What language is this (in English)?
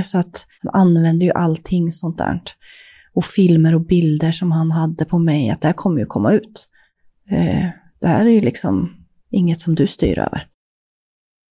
Swedish